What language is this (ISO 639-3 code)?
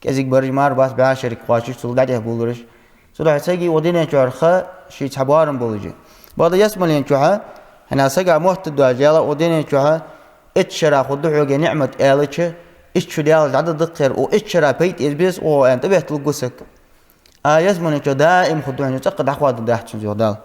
inh